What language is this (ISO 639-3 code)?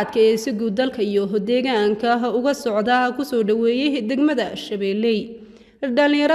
som